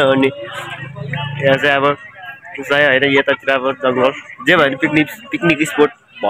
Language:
Nepali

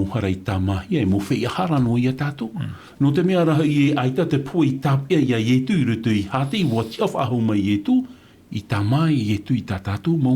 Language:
Tahitian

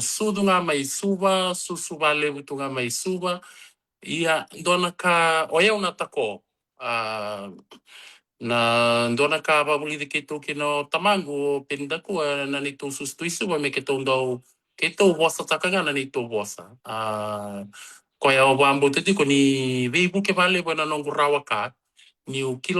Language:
Fijian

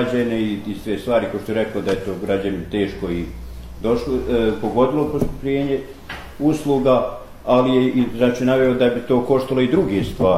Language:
Bosnian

